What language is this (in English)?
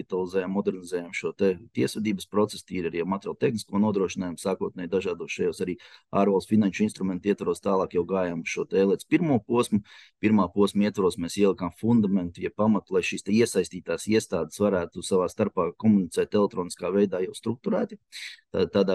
Latvian